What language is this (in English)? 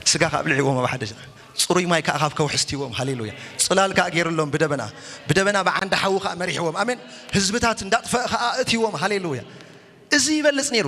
Tigrinya